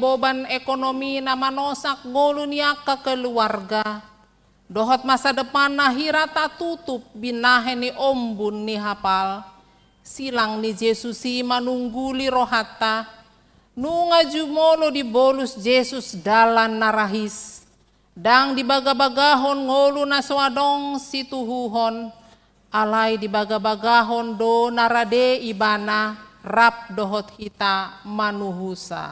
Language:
Batak Toba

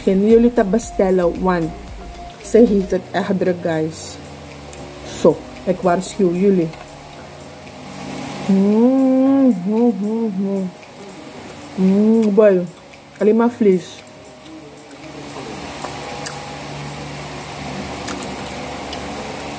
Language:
Dutch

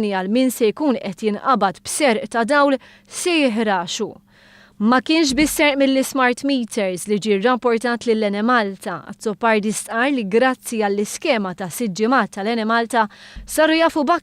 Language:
Maltese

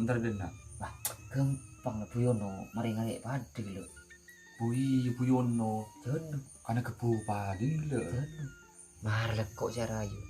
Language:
Madurese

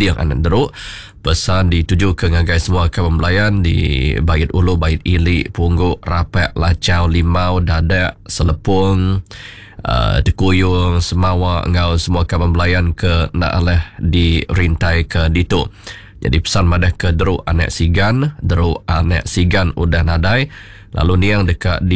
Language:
Iban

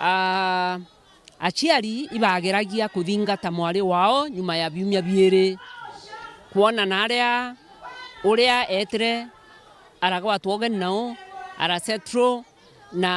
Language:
Meru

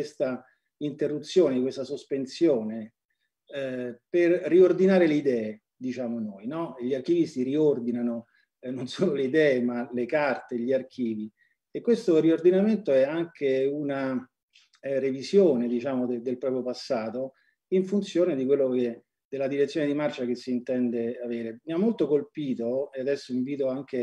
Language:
Italian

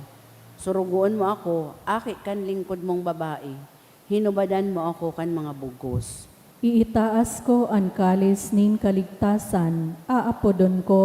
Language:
Bikol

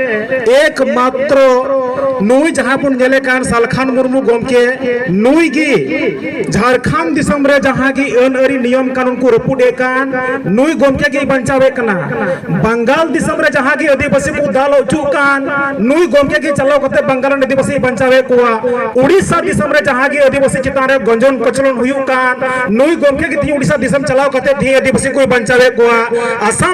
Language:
Santali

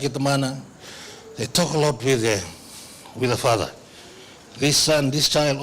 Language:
Fijian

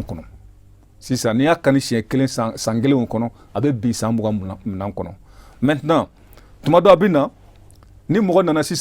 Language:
Bambara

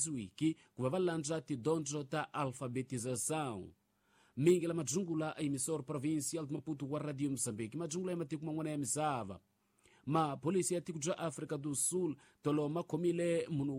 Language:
Tsonga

